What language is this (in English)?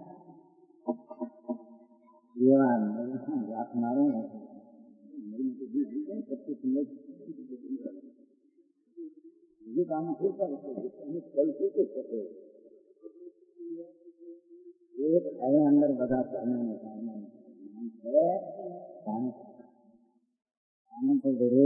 Gujarati